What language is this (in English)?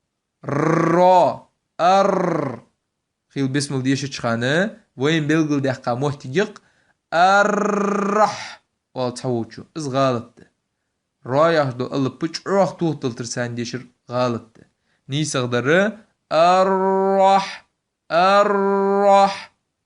Ingush